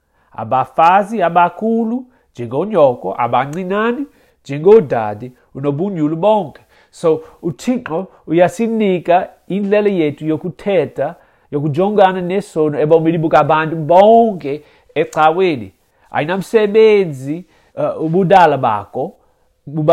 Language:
Xhosa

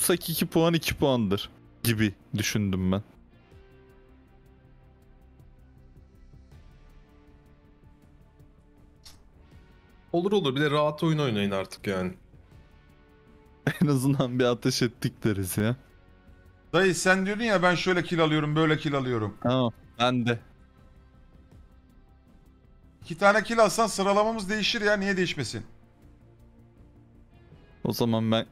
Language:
Turkish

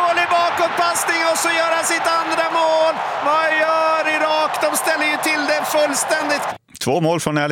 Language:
Swedish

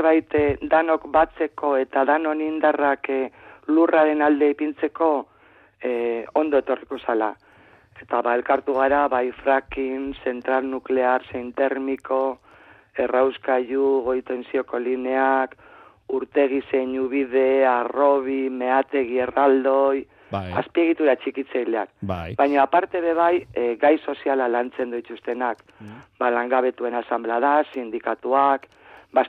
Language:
Basque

